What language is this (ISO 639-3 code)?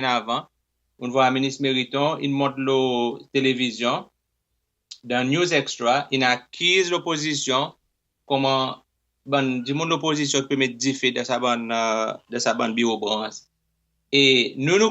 crs